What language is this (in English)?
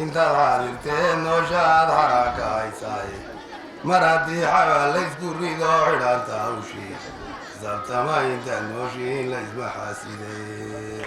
Somali